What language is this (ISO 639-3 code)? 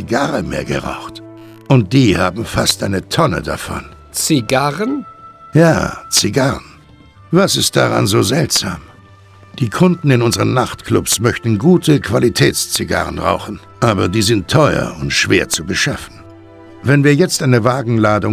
bar